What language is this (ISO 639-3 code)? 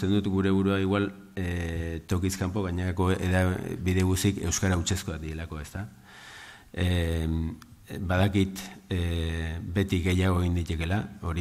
eus